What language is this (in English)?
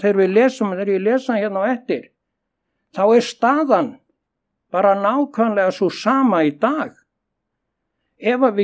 Icelandic